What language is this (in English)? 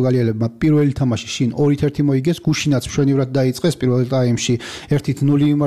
Georgian